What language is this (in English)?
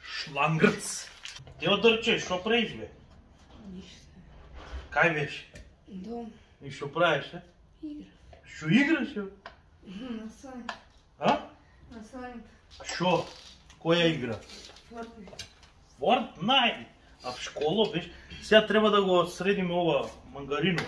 Macedonian